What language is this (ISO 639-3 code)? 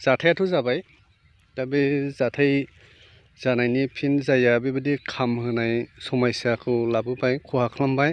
brx